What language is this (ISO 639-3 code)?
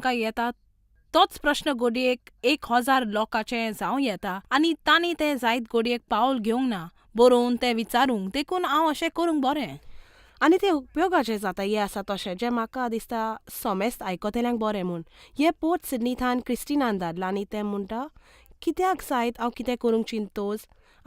kok